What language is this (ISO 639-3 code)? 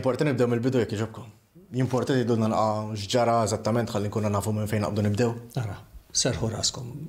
mlt